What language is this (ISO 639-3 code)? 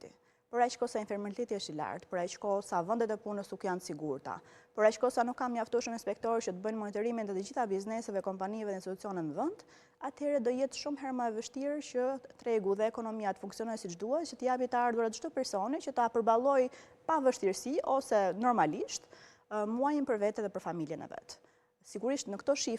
sqi